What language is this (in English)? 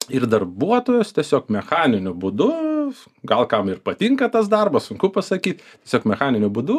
Lithuanian